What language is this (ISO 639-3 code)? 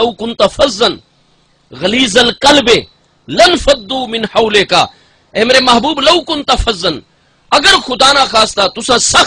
skr